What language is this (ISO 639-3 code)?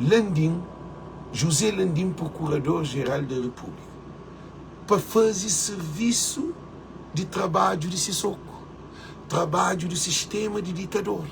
kea